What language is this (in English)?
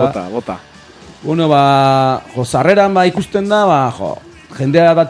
Basque